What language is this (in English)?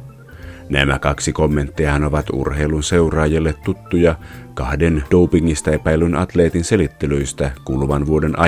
Finnish